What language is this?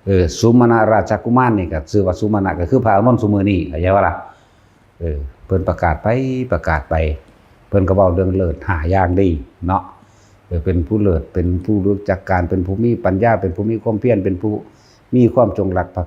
Northeastern Thai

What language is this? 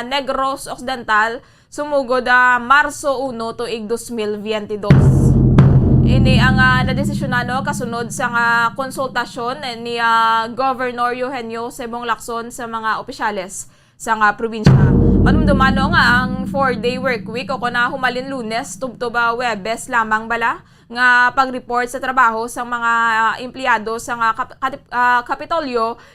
Hiligaynon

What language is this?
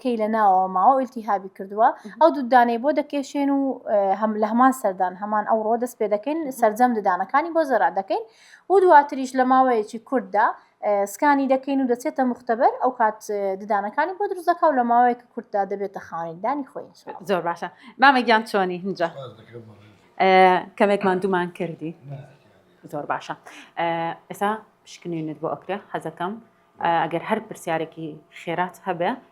Central Kurdish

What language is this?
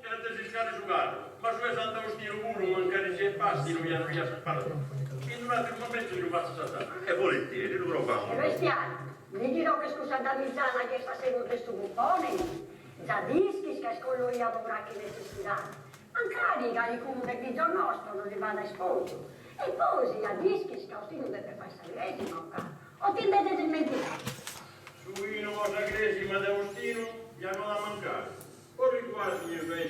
Sardinian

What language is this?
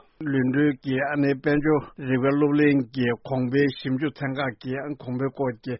Tibetan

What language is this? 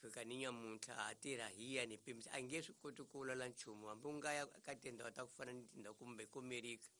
Tsonga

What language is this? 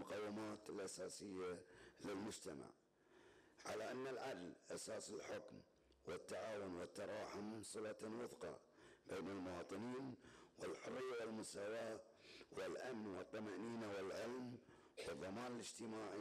Arabic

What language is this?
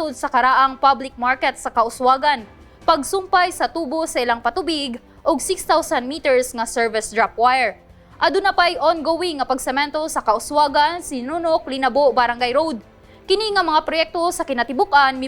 Cebuano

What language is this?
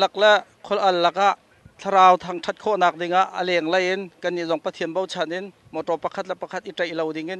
Hakha Chin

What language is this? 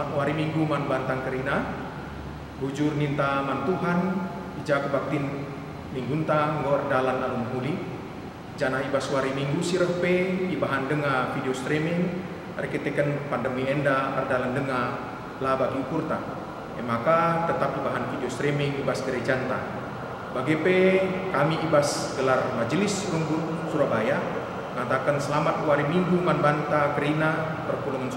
Batak Karo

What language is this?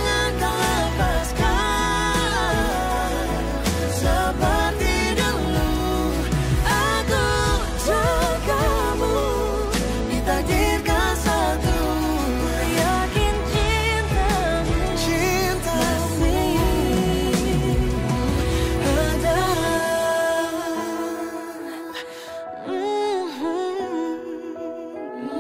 Indonesian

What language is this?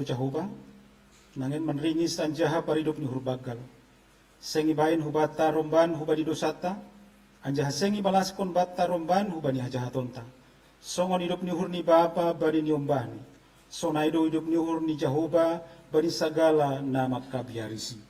Batak Simalungun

